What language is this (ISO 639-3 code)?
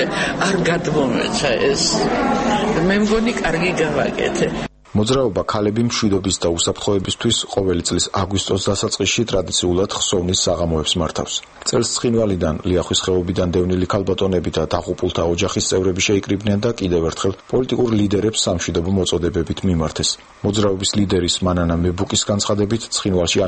kat